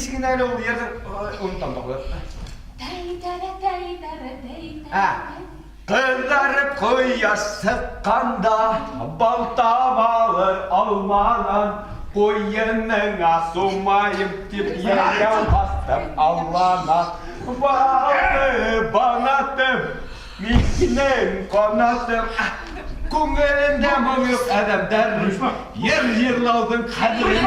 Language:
Bashkir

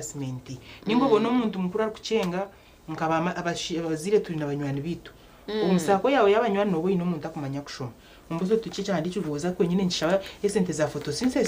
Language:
Nyankole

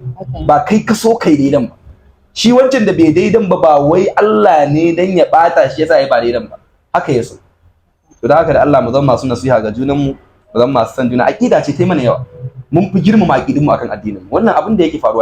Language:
Hausa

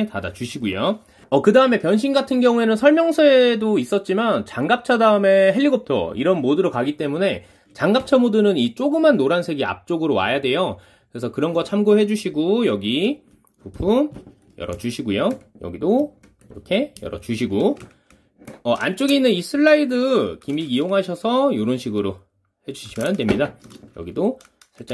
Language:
Korean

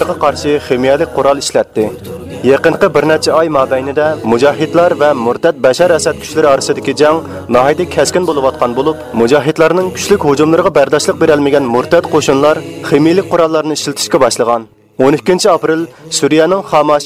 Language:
Uyghur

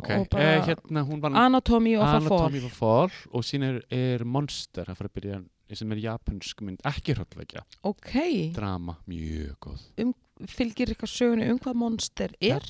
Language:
Icelandic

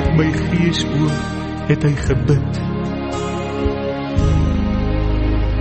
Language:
Afrikaans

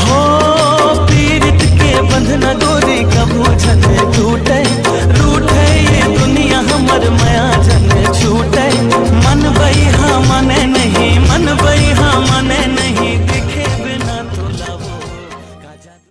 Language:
Chhattisgarhi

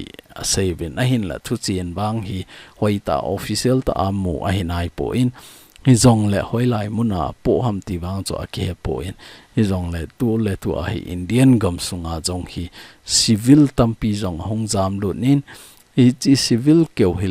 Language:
Thado Chin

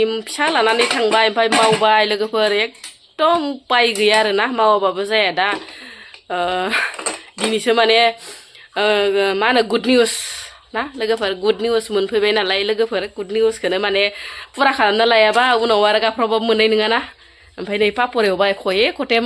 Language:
Bodo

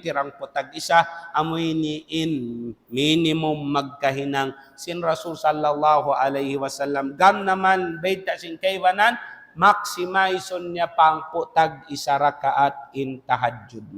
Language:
Tausug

